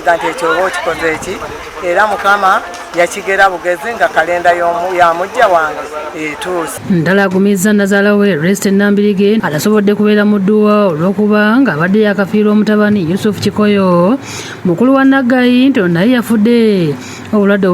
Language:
Ganda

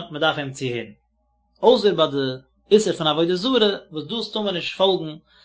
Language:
Yiddish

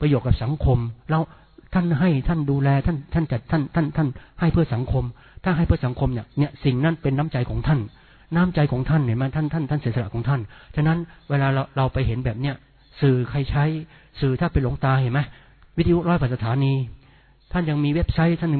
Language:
Thai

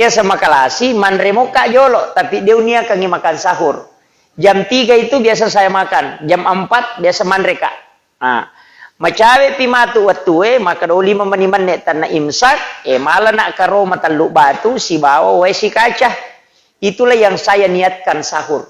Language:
Buginese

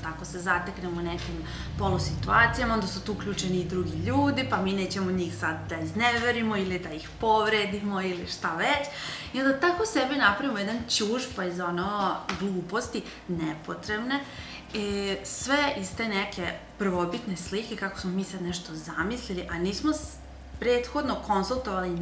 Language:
Serbian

